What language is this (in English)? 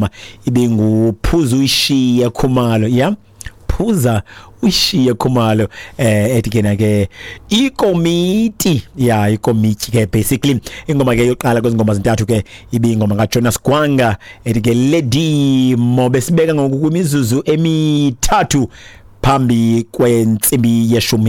Xhosa